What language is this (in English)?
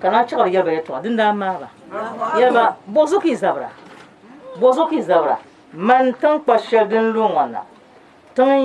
Dagbani